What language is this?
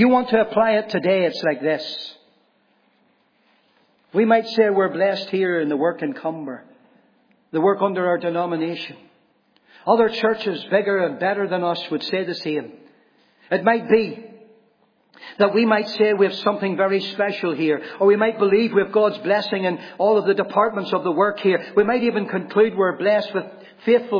English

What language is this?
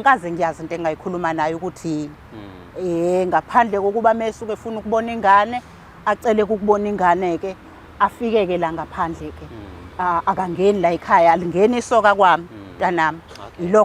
Zulu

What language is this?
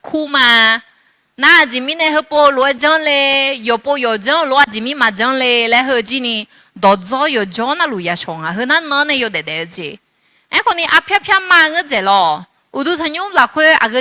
Akha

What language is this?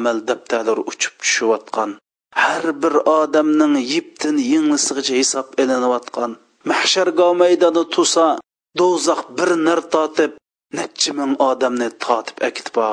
Uyghur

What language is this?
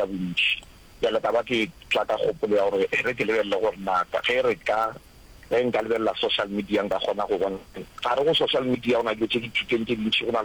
Northern Sotho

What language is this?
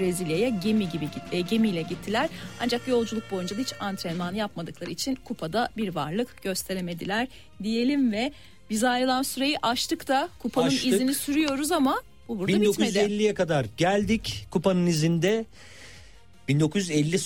Turkish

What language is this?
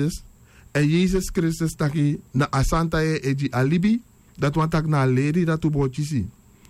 Sranan Tongo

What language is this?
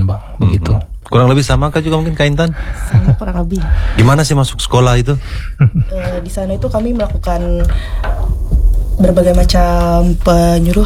Indonesian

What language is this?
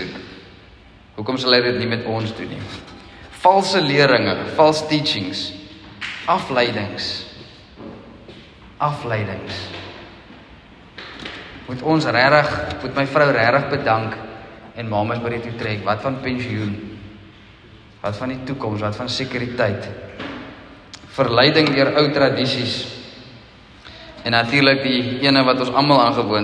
Afrikaans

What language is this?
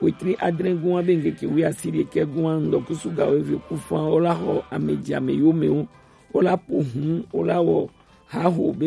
Gen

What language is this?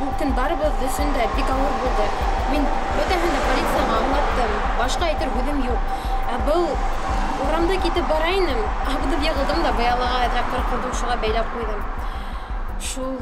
Bashkir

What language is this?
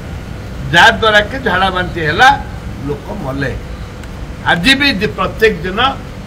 Odia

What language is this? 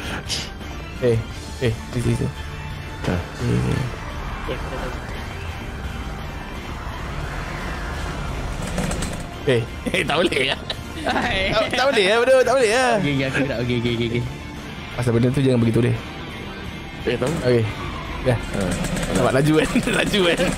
Malay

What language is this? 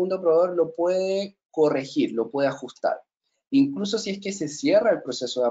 Spanish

